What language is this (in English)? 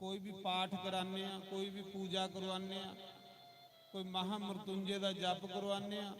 Dogri